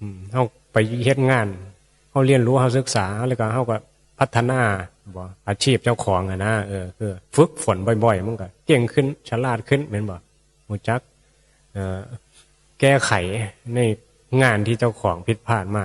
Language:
Northeastern Thai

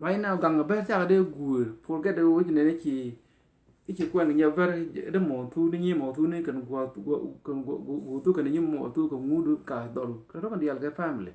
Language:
Nuer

